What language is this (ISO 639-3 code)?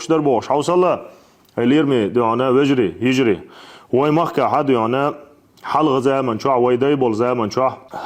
che